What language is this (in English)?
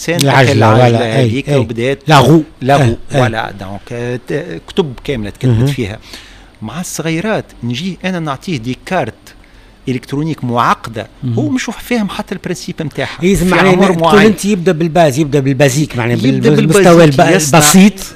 Tunisian Arabic